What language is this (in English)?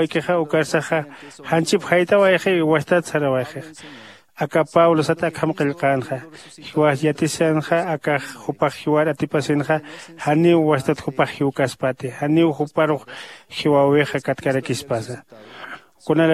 Aymara